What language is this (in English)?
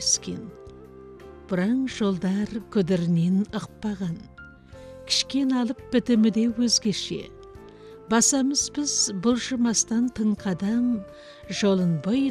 Kazakh